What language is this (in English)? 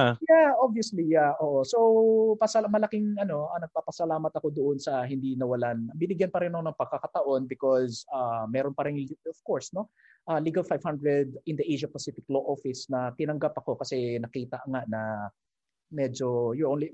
Filipino